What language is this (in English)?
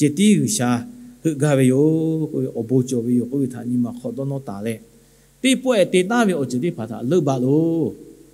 Lahu